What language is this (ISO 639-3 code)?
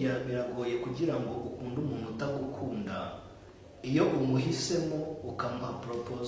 kin